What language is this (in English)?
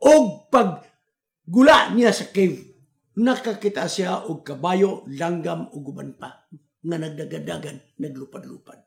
Cebuano